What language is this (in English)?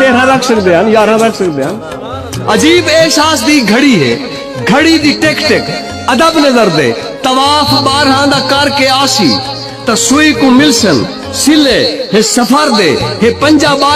Saraiki